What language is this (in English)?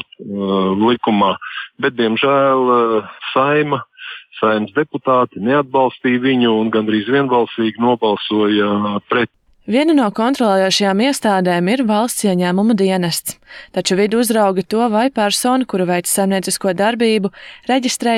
Latvian